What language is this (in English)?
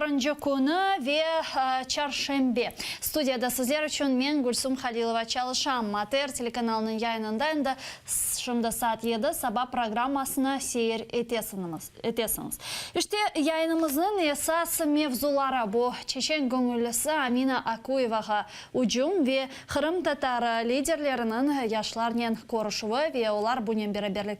Crimean Tatar